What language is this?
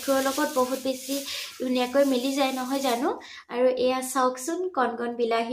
Assamese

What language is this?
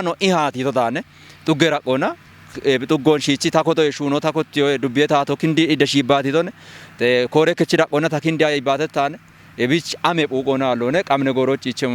Kafa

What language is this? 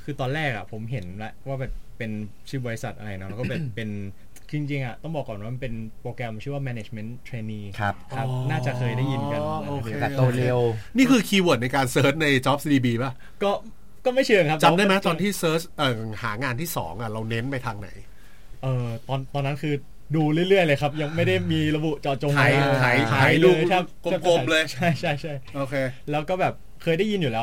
Thai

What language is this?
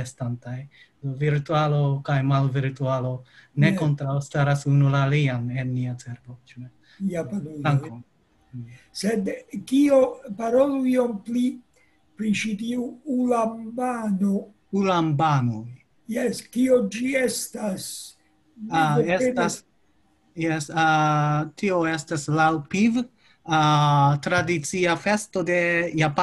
Esperanto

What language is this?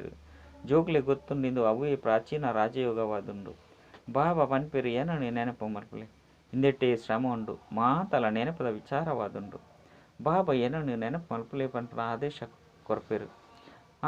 Tulu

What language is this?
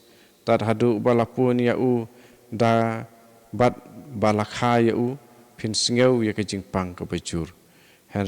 Khasi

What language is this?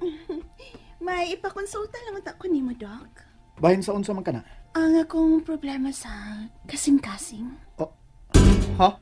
Cebuano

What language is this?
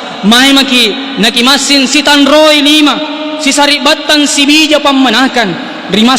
Makasar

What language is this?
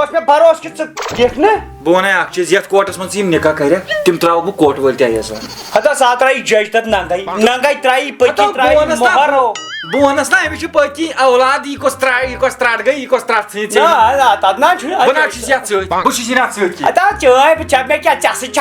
Kashmiri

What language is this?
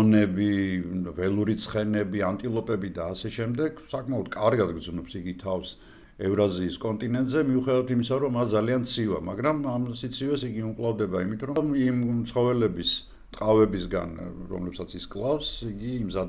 Georgian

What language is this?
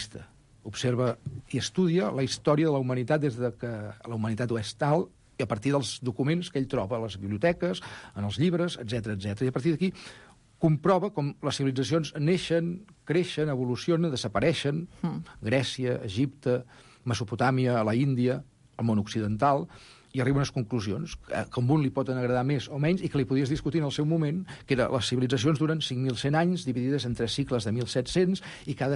Catalan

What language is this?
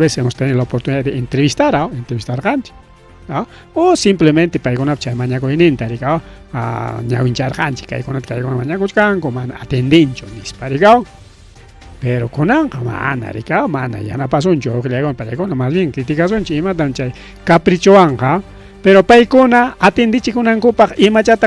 Ayacucho Quechua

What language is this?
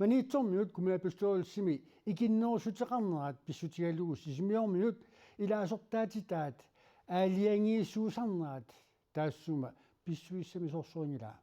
Kalaallisut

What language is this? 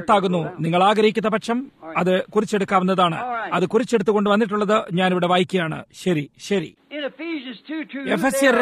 Malayalam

